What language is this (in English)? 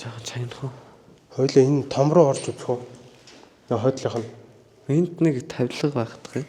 Mongolian